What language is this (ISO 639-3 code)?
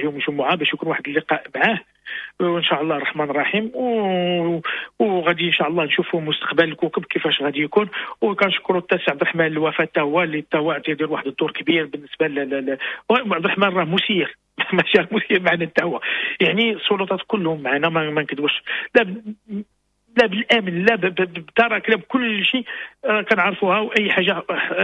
ary